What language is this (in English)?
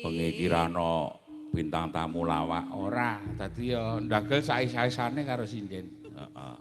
Javanese